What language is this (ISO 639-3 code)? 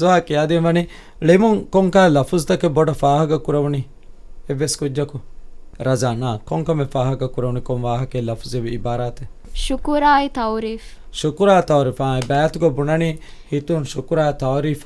div